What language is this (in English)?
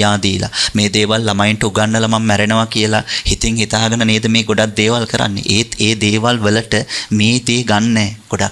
Sinhala